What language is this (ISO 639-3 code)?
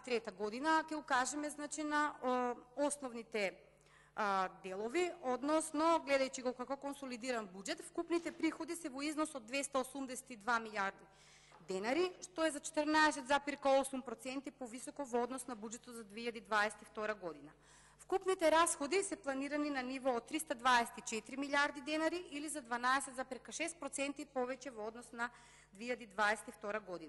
mkd